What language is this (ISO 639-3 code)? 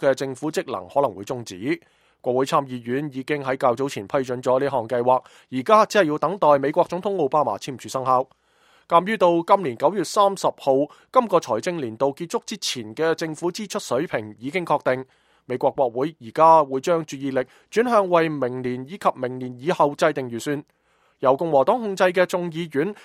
yue